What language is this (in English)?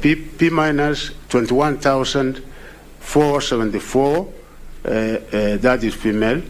Gusii